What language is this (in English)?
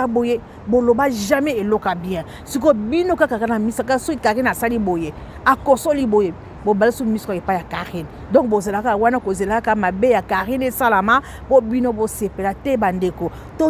Lingala